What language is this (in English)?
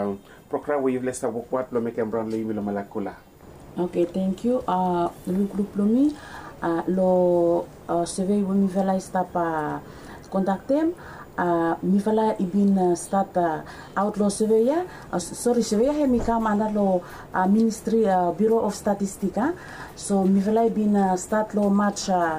Bislama